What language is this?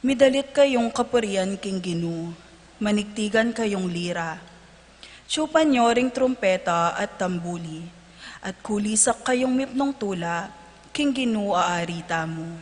Pampanga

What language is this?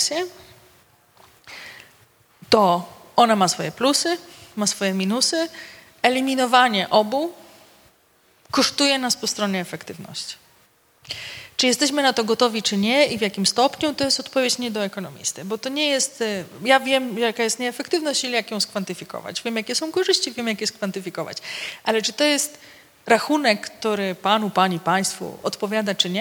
Polish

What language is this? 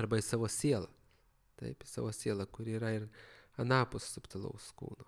Lithuanian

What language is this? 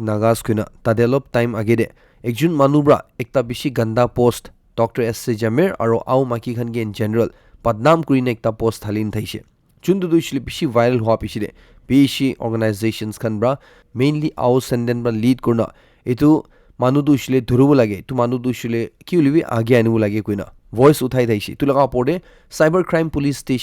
Naga Pidgin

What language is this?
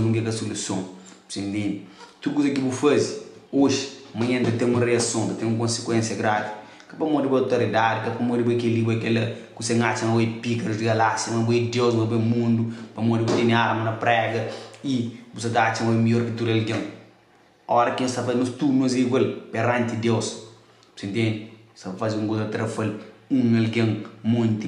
Kabuverdianu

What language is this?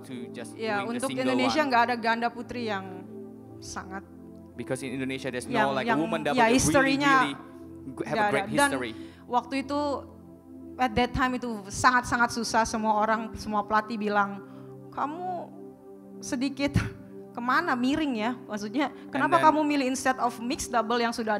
Indonesian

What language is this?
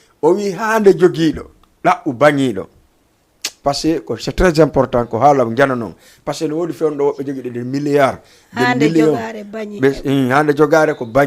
Fula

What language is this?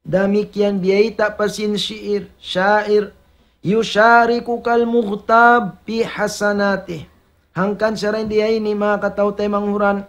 Tausug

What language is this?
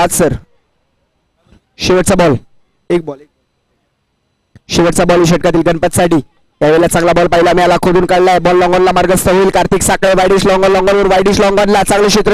Marathi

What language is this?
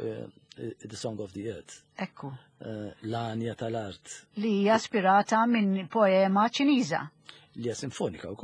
Maltese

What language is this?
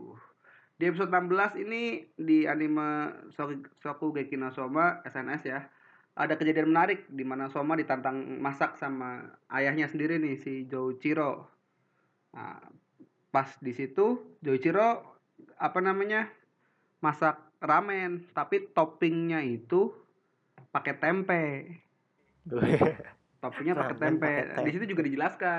Indonesian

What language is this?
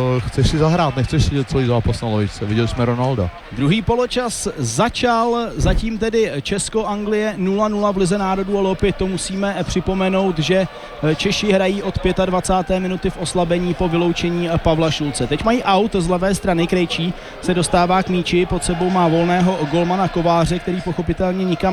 Czech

